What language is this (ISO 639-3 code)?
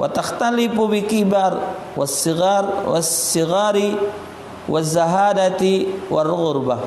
mui